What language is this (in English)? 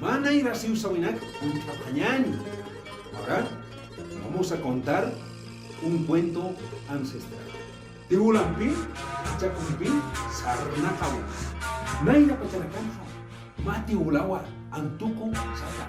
Aymara